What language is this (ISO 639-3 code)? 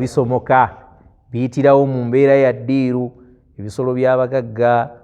lug